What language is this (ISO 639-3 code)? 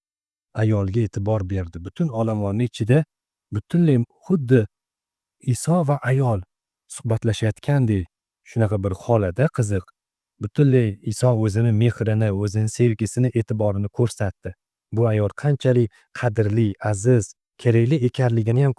uzb